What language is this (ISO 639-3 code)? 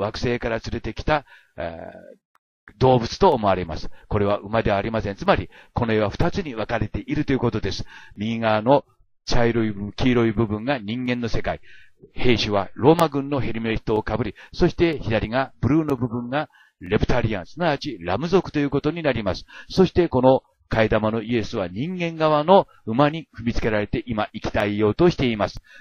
jpn